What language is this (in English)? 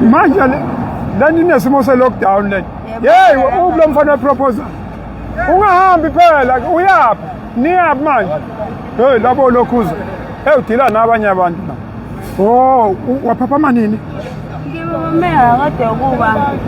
Zulu